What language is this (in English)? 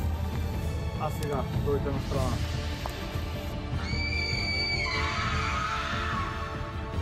Bulgarian